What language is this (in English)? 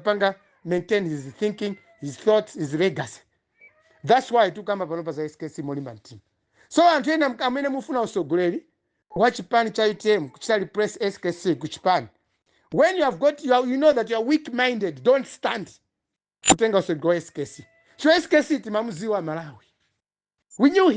Nyanja